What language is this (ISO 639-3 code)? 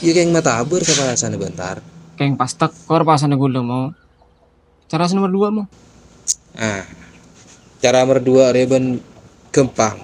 mad